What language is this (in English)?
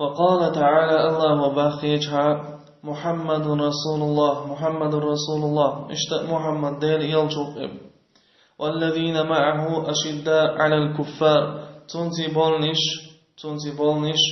Chechen